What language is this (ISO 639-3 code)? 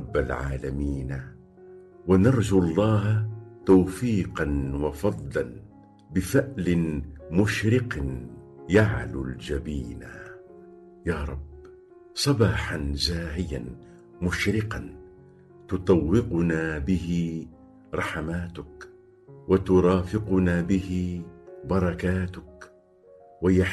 aeb